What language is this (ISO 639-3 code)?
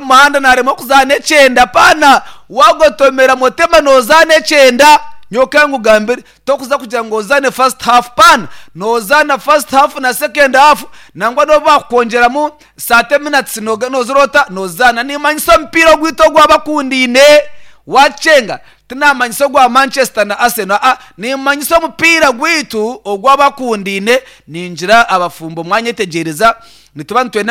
nyn